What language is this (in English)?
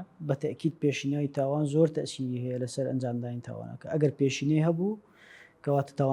Central Kurdish